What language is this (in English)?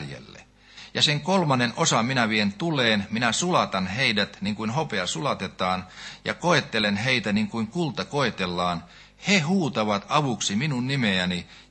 Finnish